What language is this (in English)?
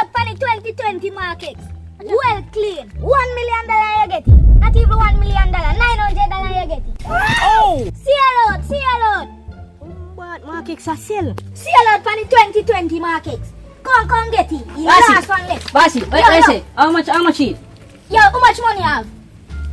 Jamaican Creole English